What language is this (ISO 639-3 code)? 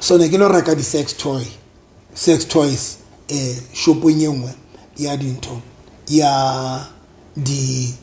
sot